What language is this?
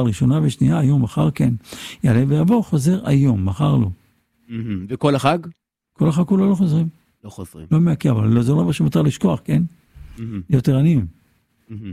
Hebrew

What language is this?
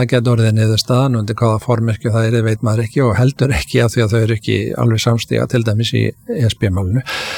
Icelandic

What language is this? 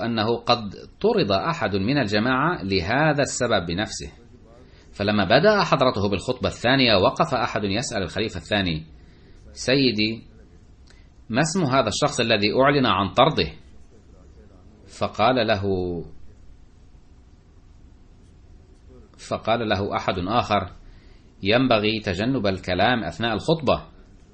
Arabic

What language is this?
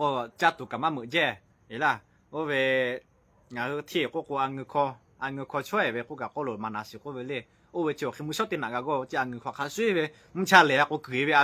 Lahu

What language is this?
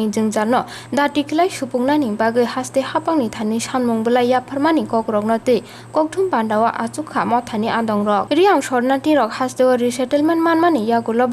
Kok Borok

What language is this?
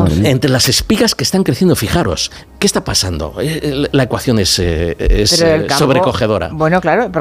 Spanish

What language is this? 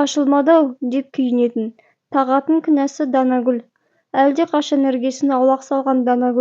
Kazakh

